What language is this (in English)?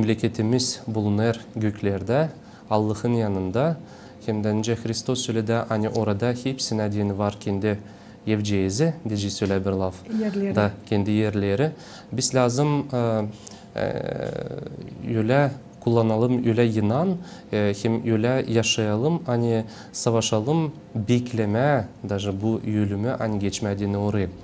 Gagauz